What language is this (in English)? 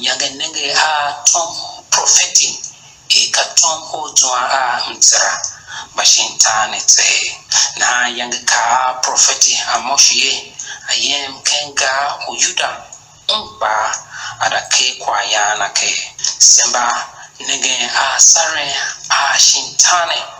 Tiv